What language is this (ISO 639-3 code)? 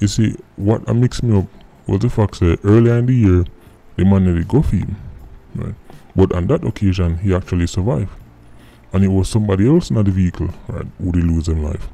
jam